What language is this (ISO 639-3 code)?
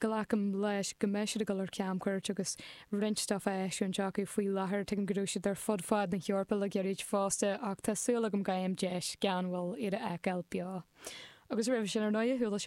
gle